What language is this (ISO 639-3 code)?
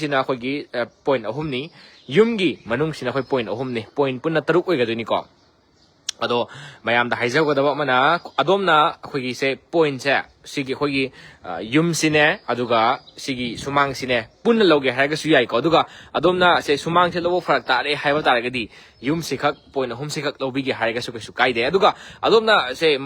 mni